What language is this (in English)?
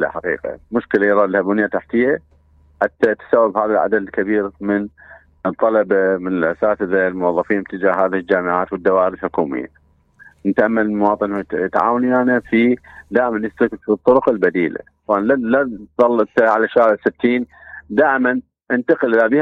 Mesopotamian Arabic